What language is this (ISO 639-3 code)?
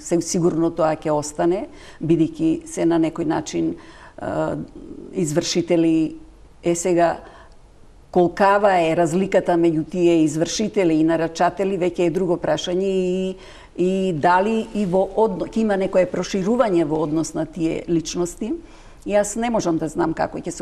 mkd